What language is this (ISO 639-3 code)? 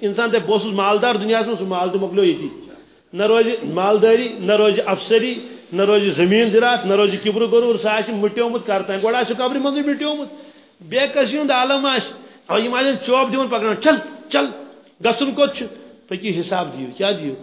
kas